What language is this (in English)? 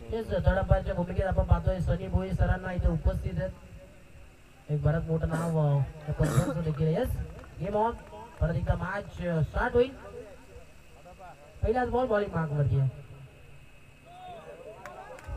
Marathi